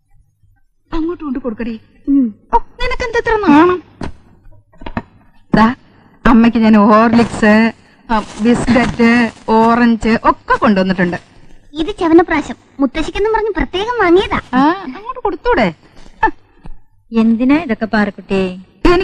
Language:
Malayalam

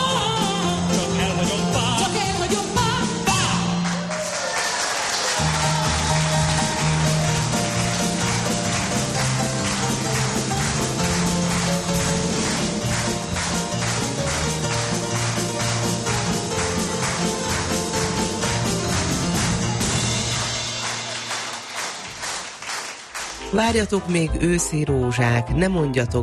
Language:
Hungarian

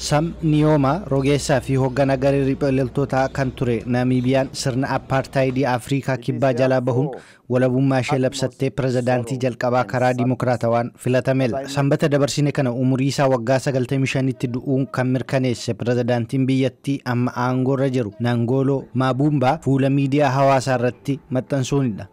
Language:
Oromo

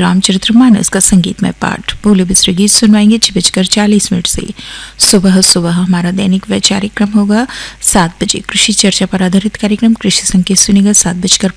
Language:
Hindi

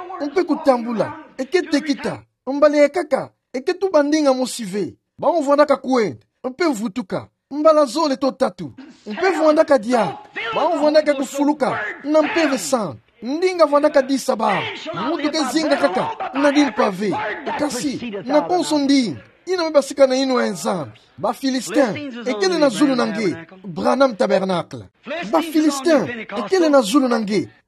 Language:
Kituba (Democratic Republic of Congo)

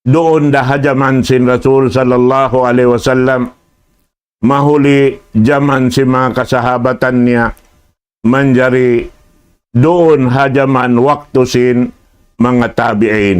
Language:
Tausug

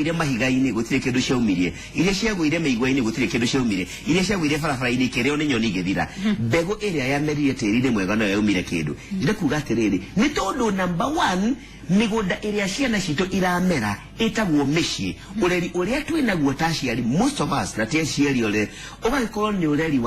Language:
Kikuyu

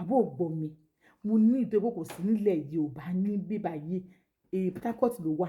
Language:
Yoruba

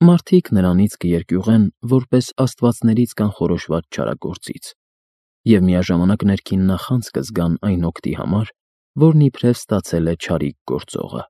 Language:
Armenian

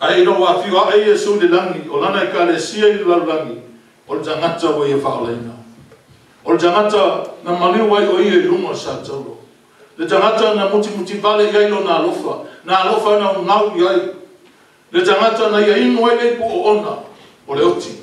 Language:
Samoan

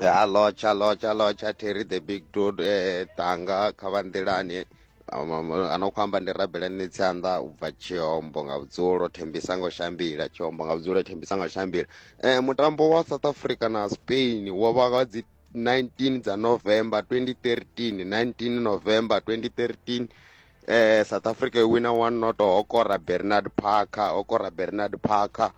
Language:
Venda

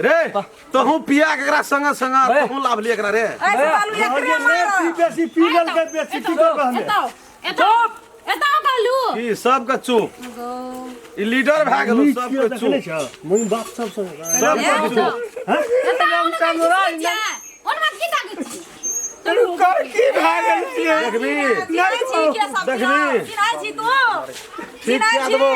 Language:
Maithili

